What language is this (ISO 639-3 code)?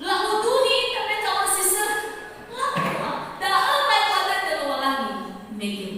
nia